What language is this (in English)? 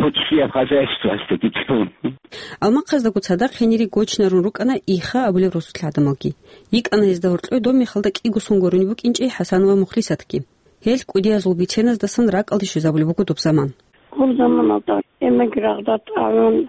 Avaric